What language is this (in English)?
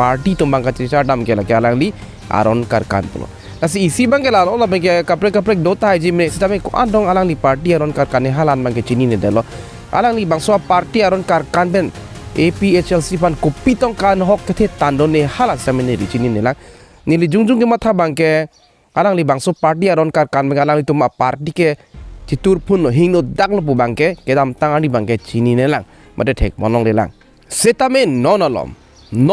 Karbi